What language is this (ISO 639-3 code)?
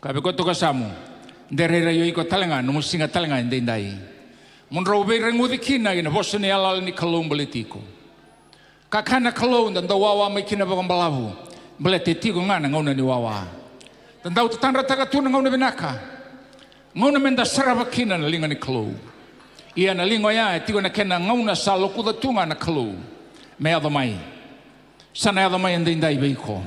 fij